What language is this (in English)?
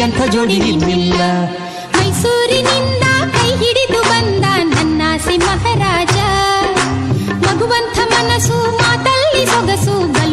Kannada